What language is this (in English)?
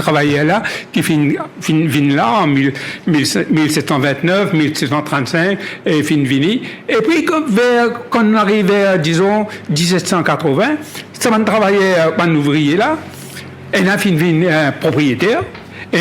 Morisyen